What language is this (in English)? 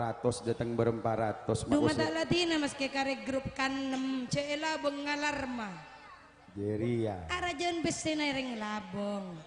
Madurese